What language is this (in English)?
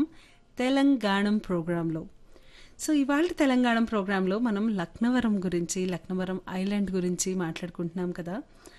Telugu